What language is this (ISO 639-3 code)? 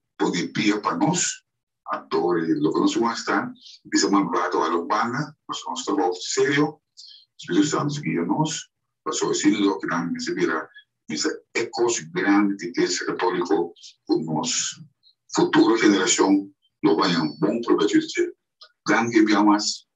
pap